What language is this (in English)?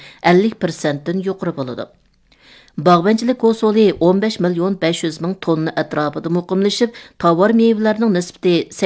Uyghur